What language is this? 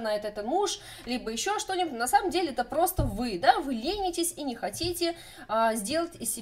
Russian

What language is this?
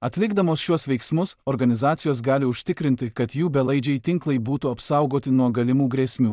Lithuanian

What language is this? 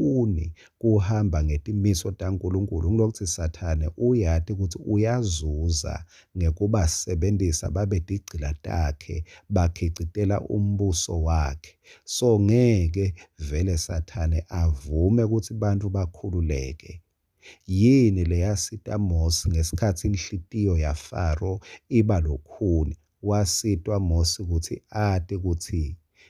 Swati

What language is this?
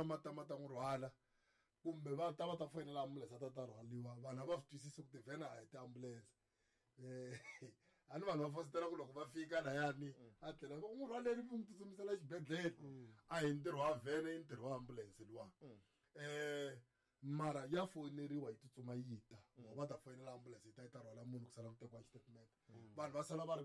Tsonga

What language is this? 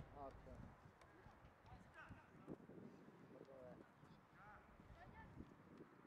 Bulgarian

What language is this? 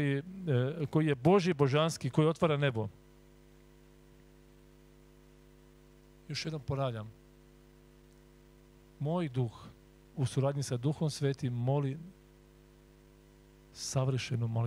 Croatian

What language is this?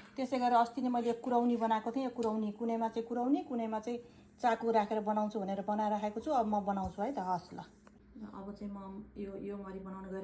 Nepali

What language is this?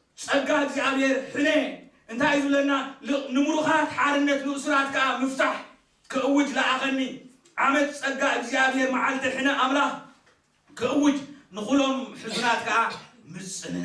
Tigrinya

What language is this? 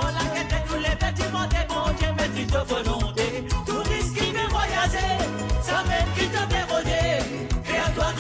Morisyen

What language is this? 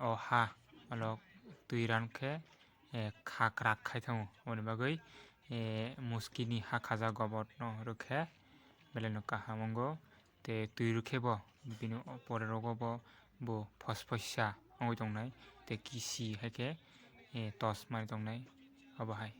Kok Borok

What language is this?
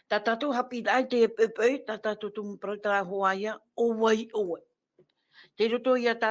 Tahitian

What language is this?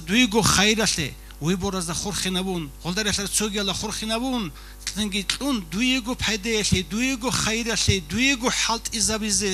Avaric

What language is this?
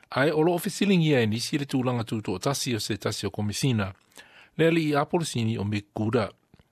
Samoan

